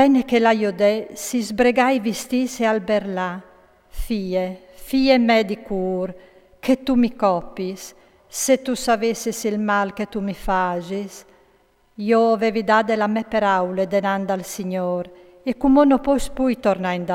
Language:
Friulian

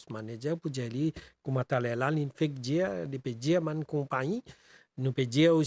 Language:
Morisyen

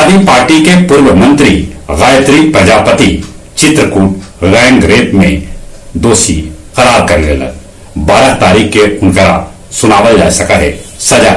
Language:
Magahi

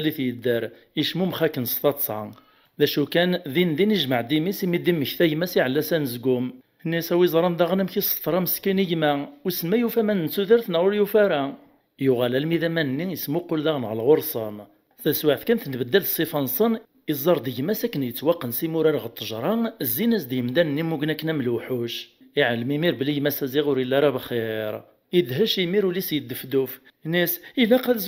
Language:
Kabyle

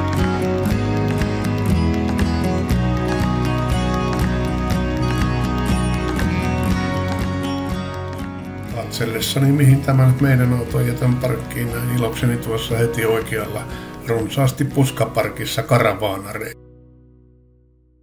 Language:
Finnish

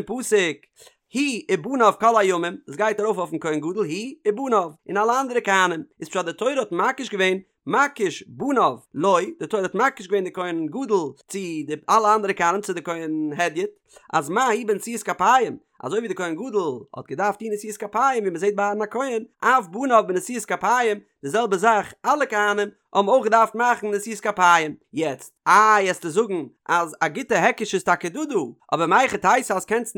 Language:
Yiddish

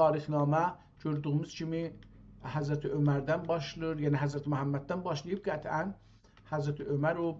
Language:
South Azerbaijani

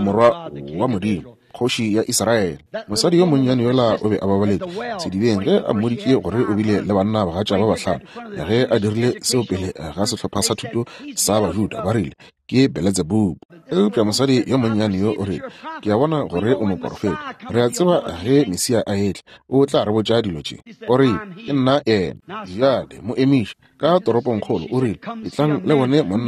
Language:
Northern Sotho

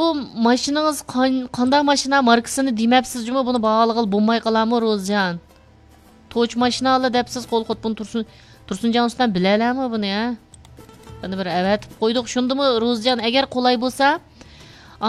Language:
Uyghur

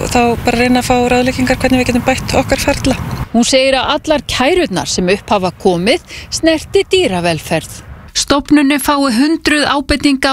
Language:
Icelandic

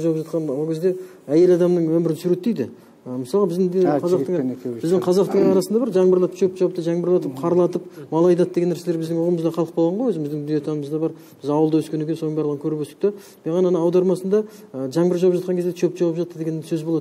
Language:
Kazakh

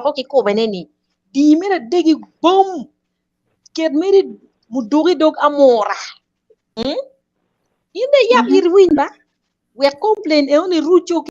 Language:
Acoli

